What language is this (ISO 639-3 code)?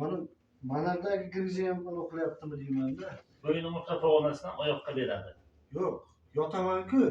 uzb